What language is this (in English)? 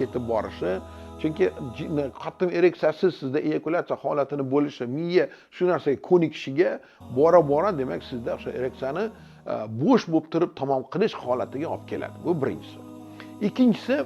Uzbek